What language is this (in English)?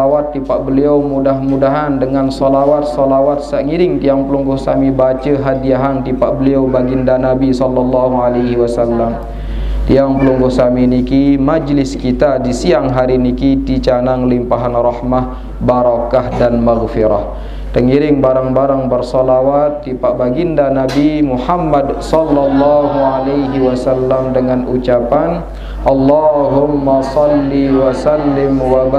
Sasak